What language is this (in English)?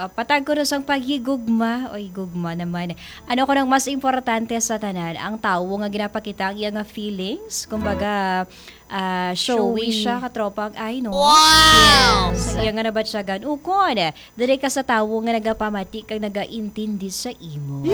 Hiligaynon